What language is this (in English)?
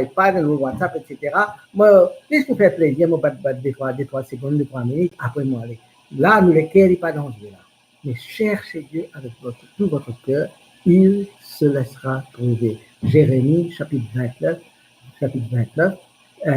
Morisyen